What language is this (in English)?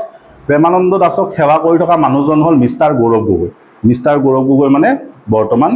Assamese